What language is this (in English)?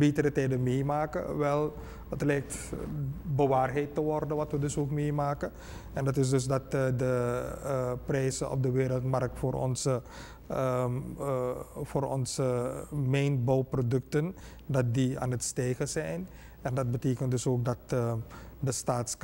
Dutch